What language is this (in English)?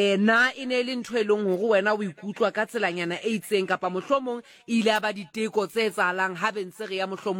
Southern Sotho